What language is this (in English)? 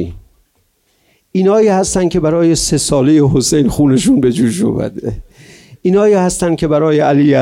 Persian